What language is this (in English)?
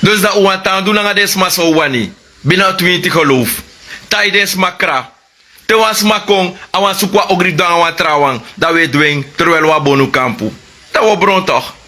Sranan Tongo